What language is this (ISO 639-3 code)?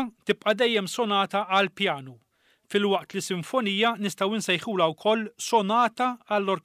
mlt